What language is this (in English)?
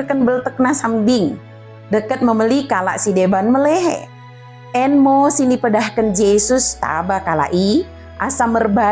Batak Dairi